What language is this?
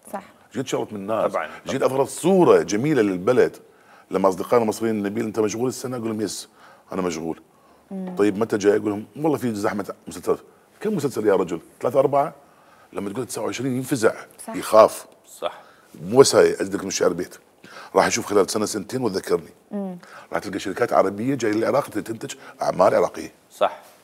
Mesopotamian Arabic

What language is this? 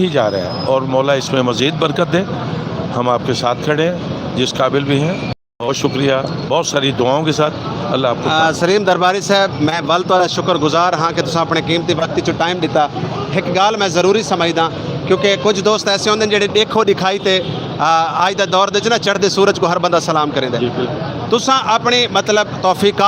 Saraiki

